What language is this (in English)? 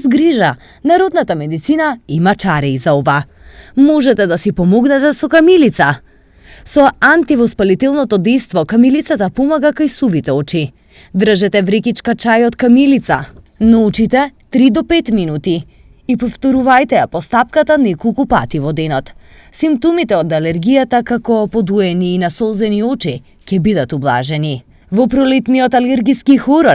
Macedonian